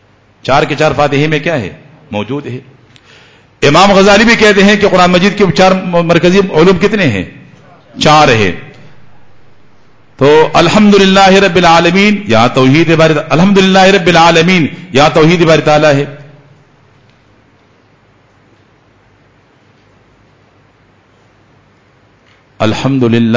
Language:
Urdu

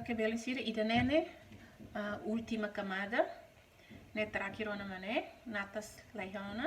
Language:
Tetum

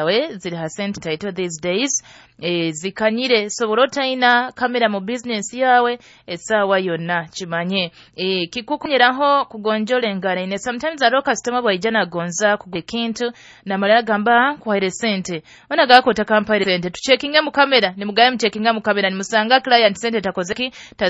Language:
Nyoro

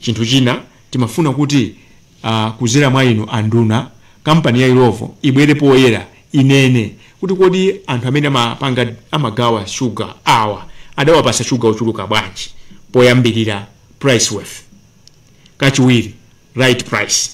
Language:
Nyanja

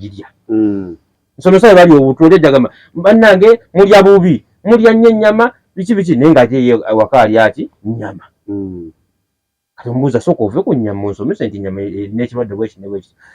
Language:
Ganda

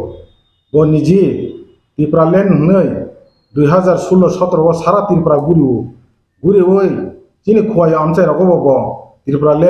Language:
Kok Borok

